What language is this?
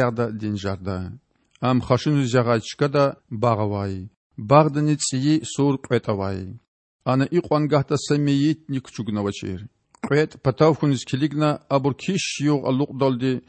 Lezghian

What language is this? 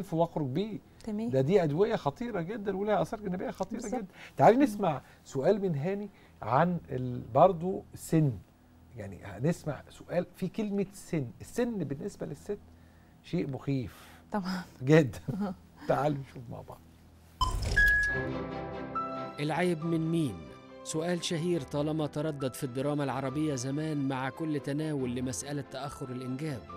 Egyptian Arabic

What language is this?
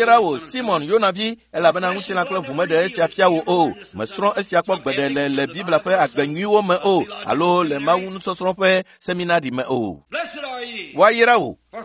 Ewe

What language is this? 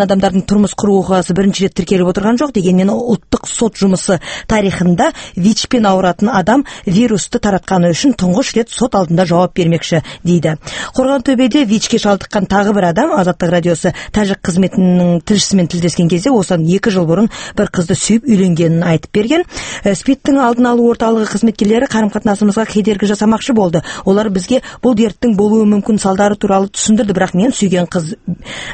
Kazakh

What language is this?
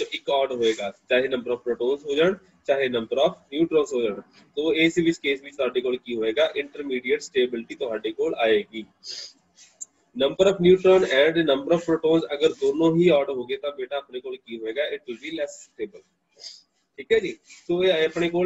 Punjabi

